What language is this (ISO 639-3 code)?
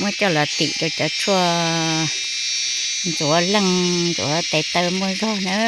hmn